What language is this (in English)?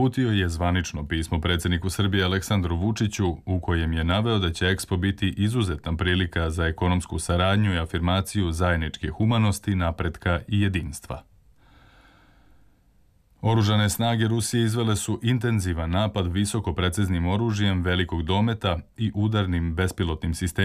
Serbian